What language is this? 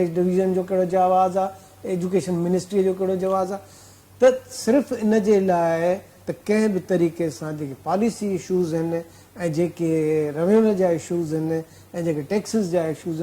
Sindhi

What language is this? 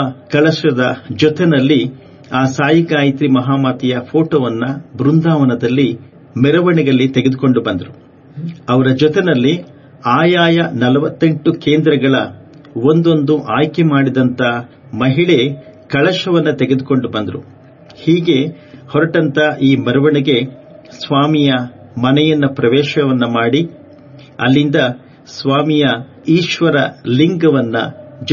Kannada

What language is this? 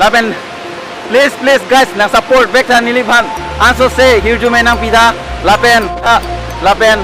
Karbi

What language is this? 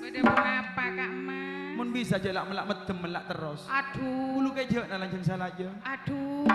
Madurese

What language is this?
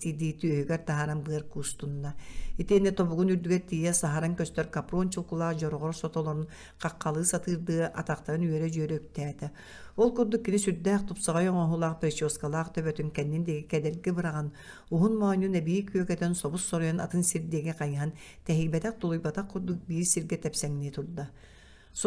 Yakut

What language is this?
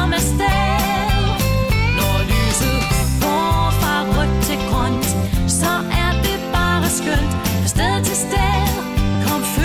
Danish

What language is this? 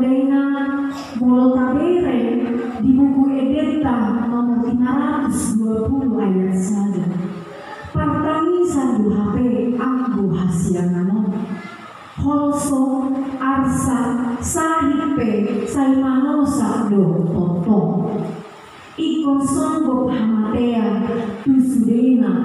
Batak Toba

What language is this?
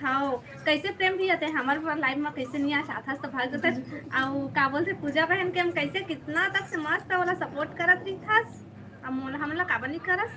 Chhattisgarhi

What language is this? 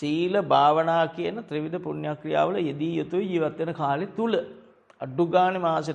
Sinhala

